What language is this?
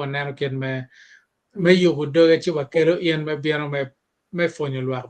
Acoli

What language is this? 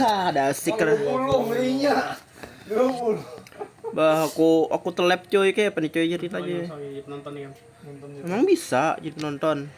Banjar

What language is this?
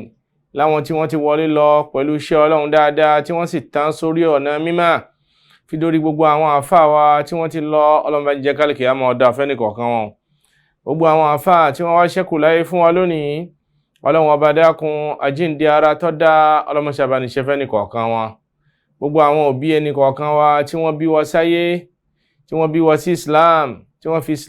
Yoruba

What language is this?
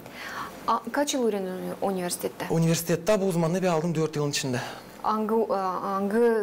Gagauz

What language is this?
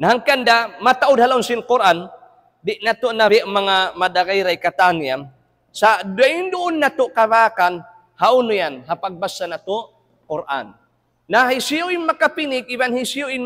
Tausug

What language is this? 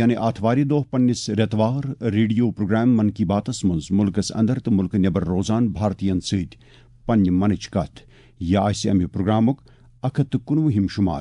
Kashmiri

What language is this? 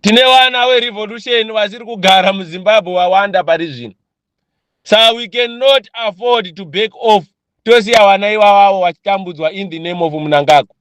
Shona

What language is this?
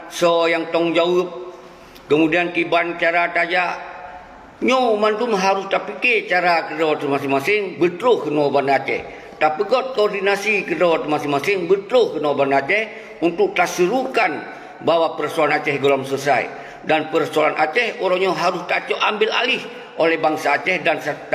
Achinese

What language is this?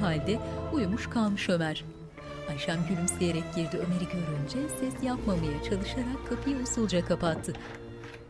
Turkish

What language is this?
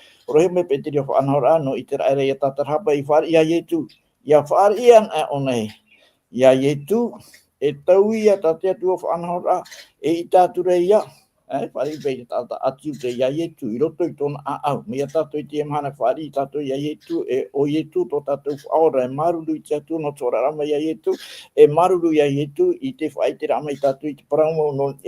Tahitian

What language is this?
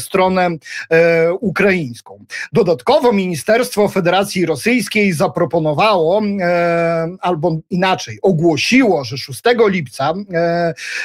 Polish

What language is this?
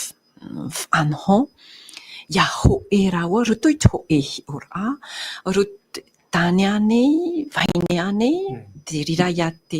Tahitian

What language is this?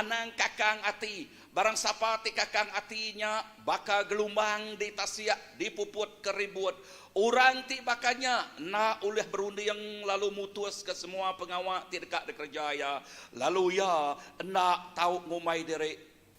Iban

